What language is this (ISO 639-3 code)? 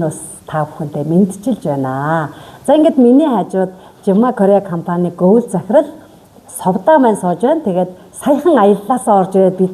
mon